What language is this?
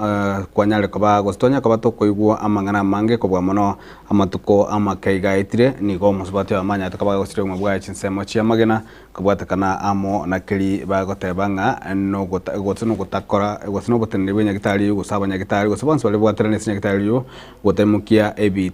Gusii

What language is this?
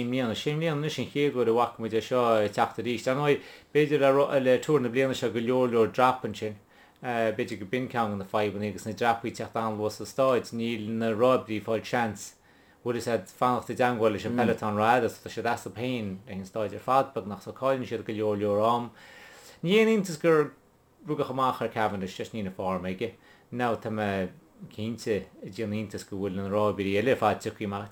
Irish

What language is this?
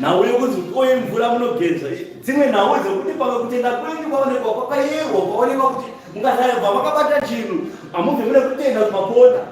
Shona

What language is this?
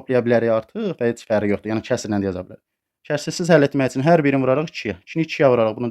Azerbaijani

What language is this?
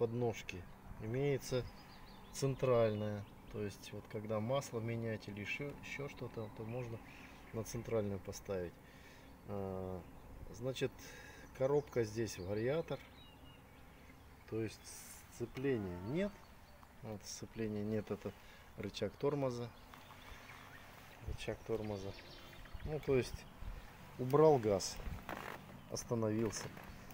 Russian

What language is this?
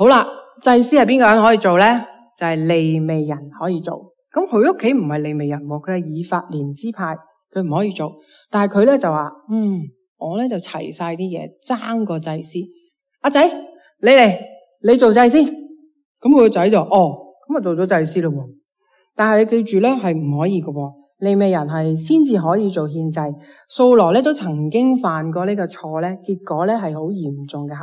Cantonese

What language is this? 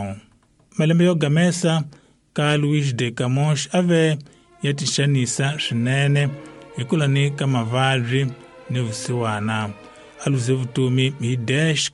Tsonga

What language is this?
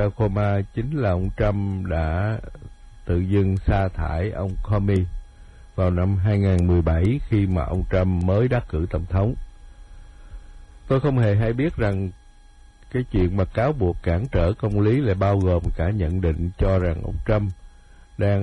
Vietnamese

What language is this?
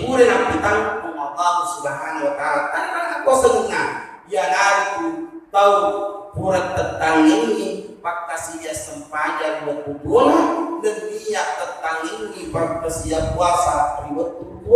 Buginese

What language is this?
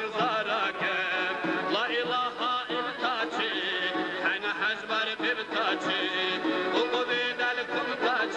Dargwa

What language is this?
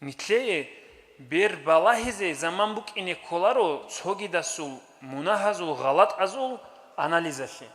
Avaric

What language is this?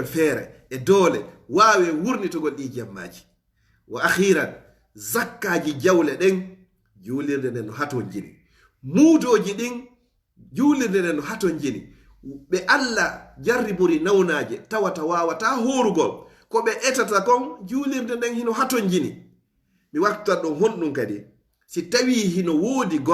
Fula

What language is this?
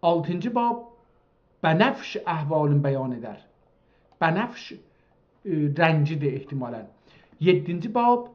South Azerbaijani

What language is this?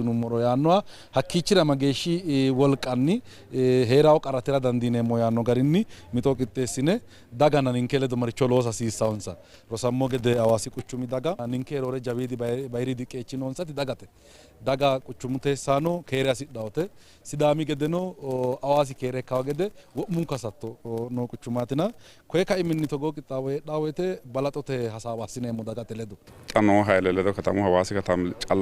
Sidamo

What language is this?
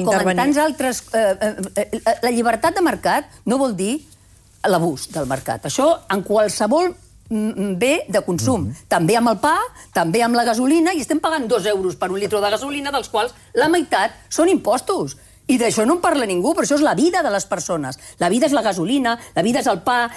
Catalan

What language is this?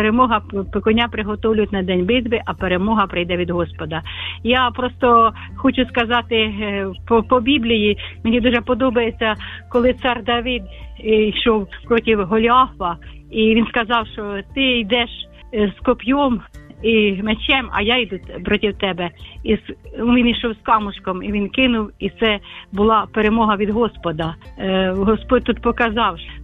Ukrainian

